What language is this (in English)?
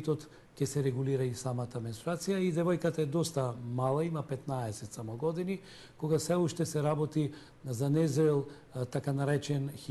Macedonian